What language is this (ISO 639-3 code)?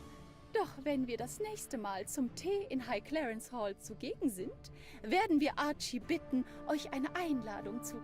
bar